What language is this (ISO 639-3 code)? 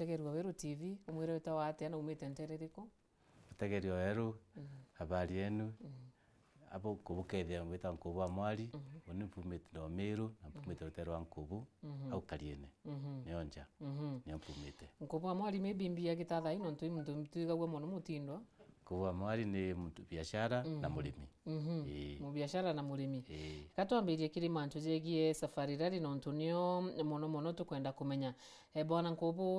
mer